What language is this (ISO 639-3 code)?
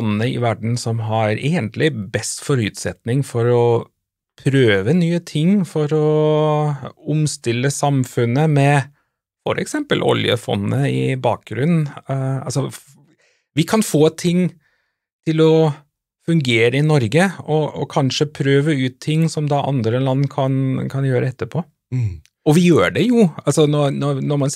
nor